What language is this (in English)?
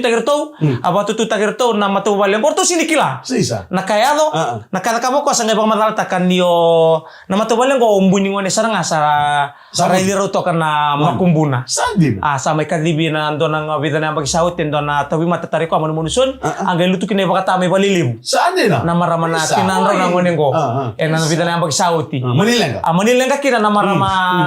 Fijian